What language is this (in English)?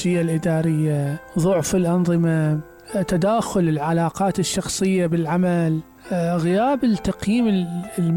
Mesopotamian Arabic